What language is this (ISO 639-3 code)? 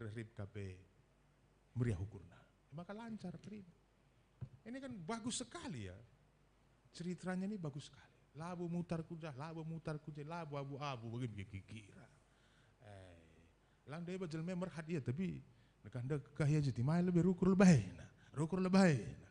btx